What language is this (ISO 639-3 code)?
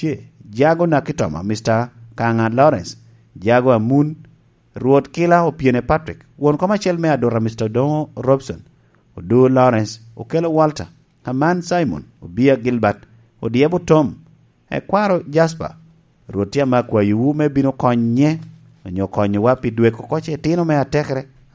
laj